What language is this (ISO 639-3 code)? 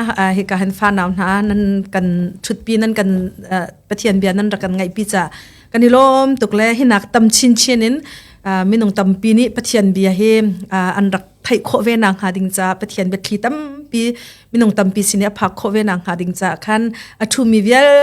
cnh